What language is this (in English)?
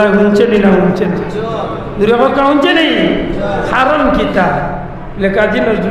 Sylheti